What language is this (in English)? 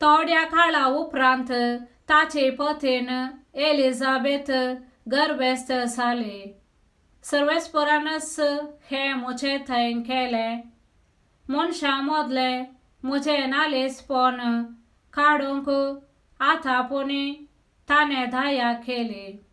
Konkani